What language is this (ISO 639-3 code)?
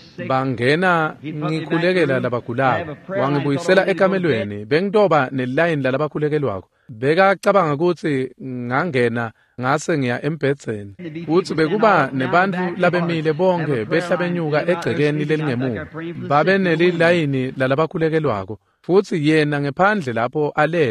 ssw